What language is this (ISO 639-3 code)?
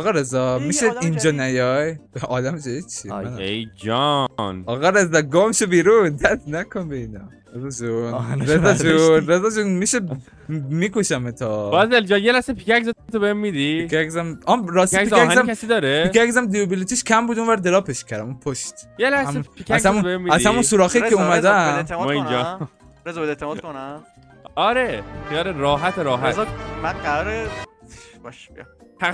fas